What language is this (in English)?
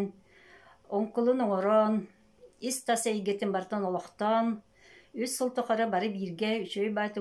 Yakut